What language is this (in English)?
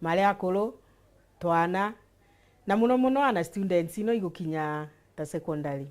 Meru